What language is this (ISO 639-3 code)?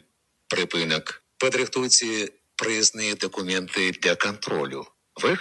bel